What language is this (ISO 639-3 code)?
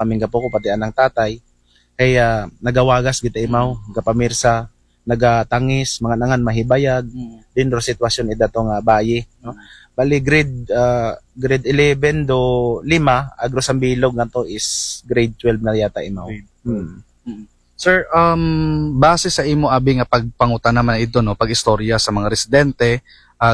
akl